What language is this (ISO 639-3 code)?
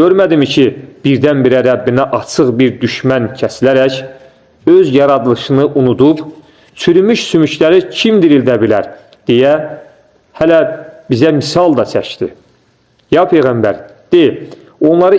aze